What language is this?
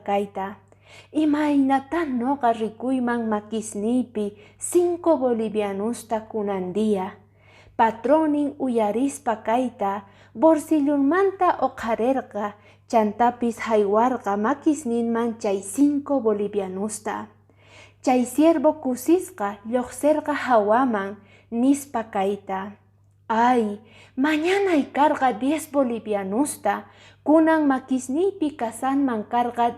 Quechua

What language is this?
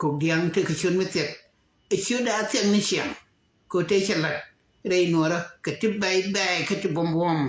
Nuer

